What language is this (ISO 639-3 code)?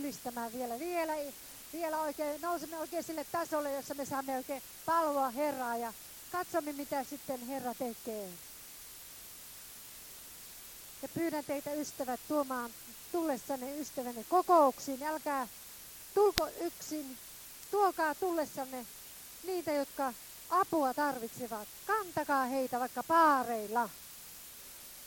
fin